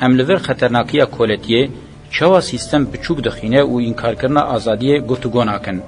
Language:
Kurdish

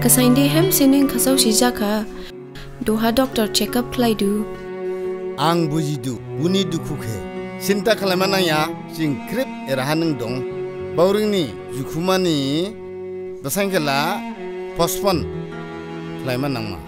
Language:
Dimasa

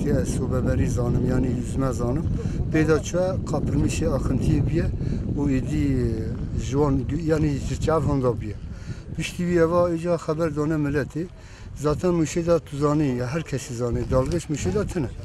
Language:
Kurdish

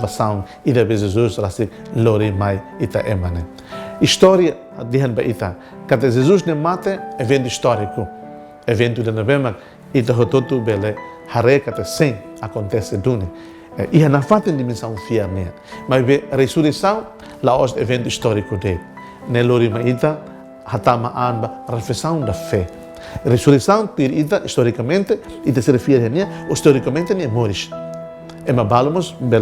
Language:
Tetum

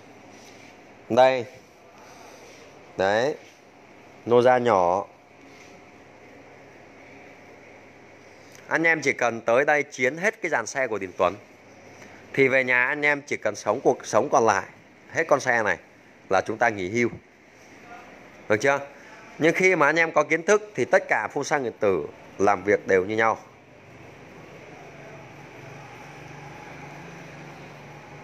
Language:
Vietnamese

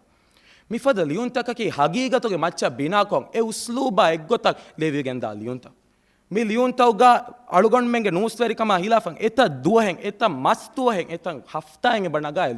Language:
Divehi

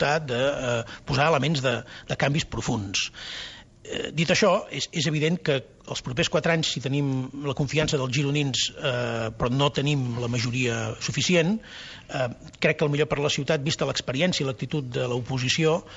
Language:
Catalan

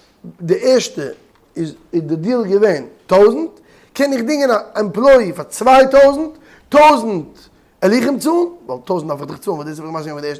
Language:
Yiddish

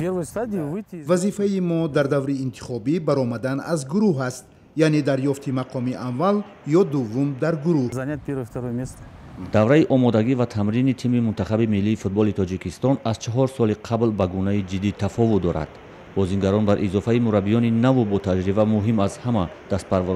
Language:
Tajik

